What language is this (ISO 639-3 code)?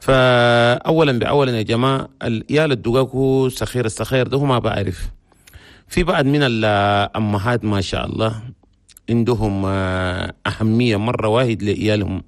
shu